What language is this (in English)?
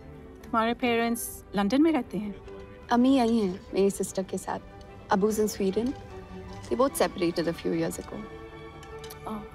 Hindi